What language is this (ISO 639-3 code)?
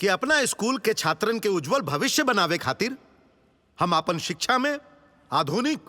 bho